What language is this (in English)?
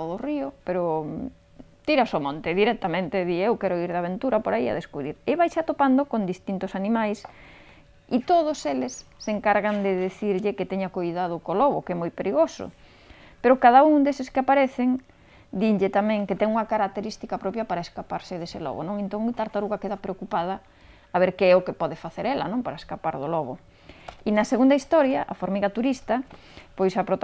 Galician